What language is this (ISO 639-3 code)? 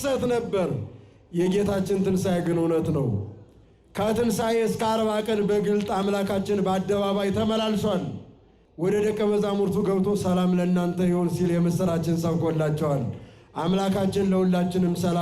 amh